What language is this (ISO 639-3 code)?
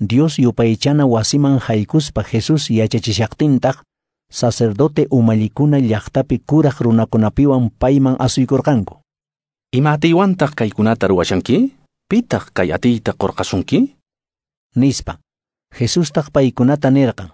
que